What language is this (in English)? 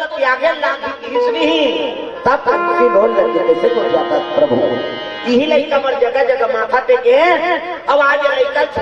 Chhattisgarhi